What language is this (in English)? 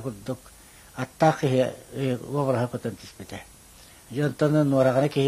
Yakut